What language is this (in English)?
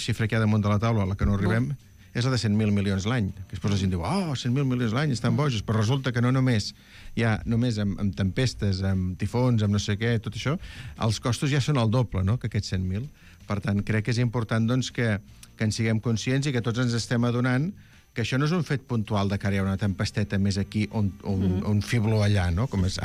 Catalan